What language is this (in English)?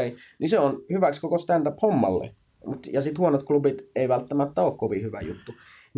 Finnish